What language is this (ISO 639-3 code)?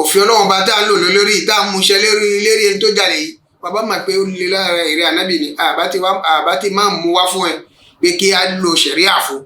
yor